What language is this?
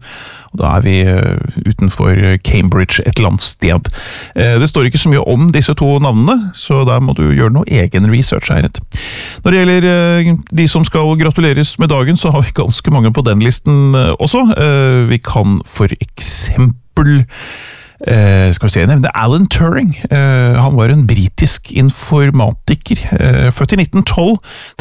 Norwegian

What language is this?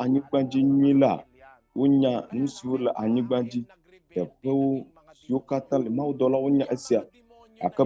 Ewe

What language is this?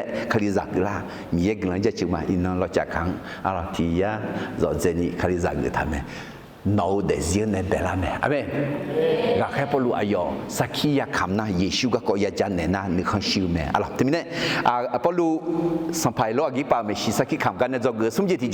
Akha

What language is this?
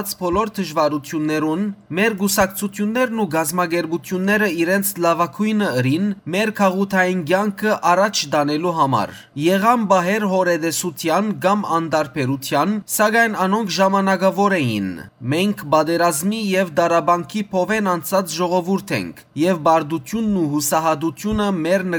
Western Armenian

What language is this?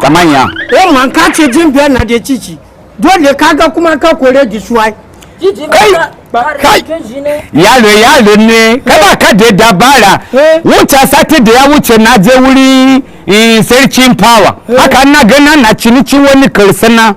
Hausa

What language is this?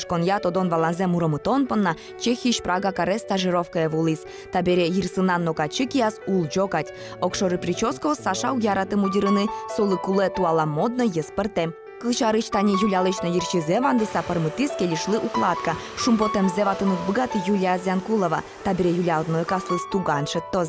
Udmurt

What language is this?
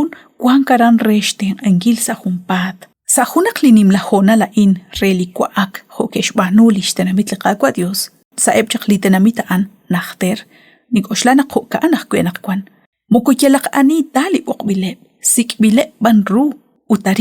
Kekchí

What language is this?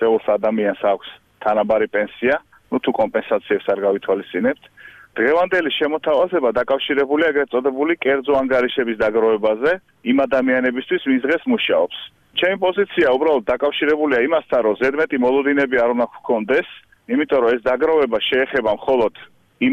Georgian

